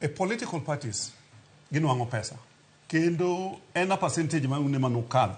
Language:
Luo (Kenya and Tanzania)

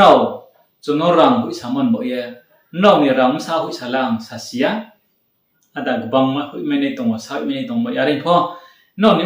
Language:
Riang (India)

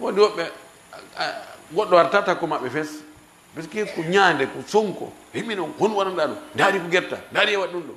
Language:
Fula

